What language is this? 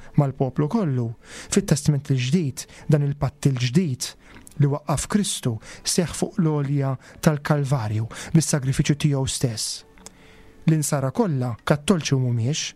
Maltese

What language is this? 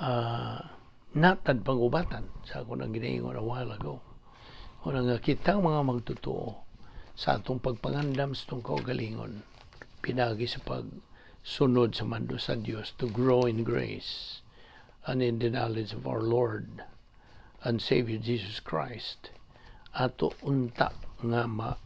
Cebuano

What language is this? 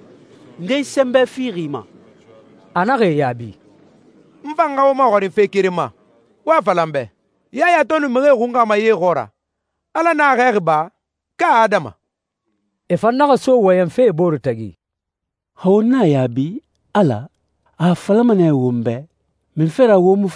Susu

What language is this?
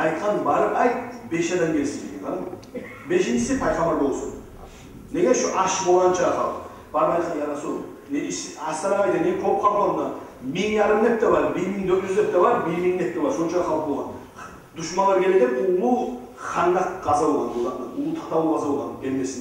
Kumyk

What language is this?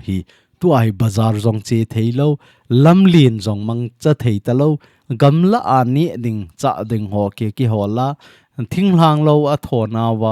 Thado Chin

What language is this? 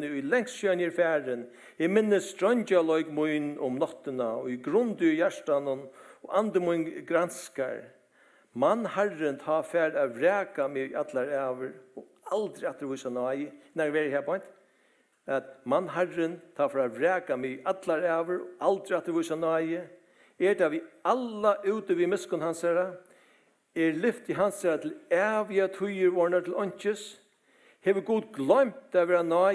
Faroese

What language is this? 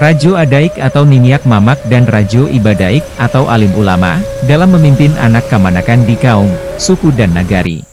Minangkabau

